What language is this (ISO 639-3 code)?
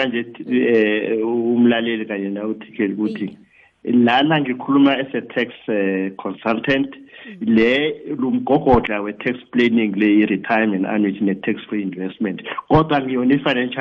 nbl